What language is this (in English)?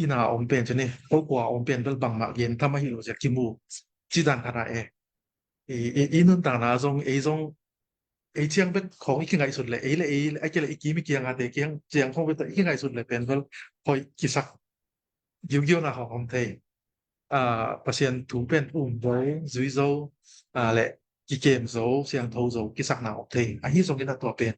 Tedim Chin